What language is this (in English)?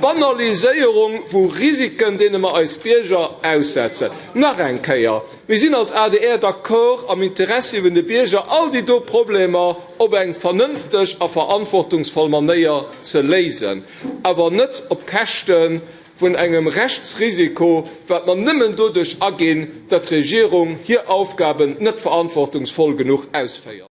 Luxembourgish